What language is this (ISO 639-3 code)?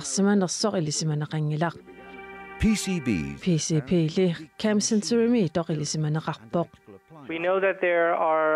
kal